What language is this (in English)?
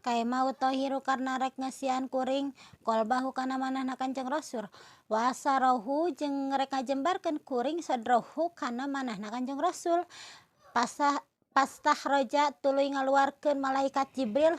Sundanese